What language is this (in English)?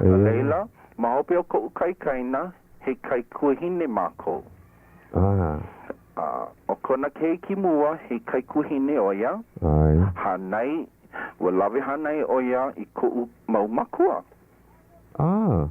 Hawaiian